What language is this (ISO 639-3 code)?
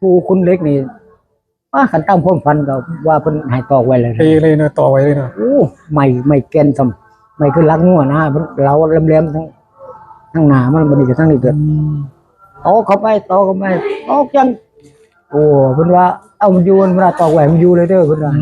tts